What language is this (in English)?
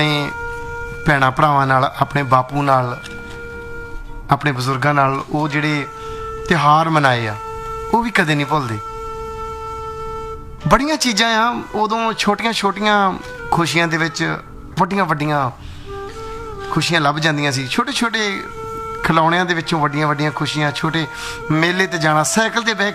Punjabi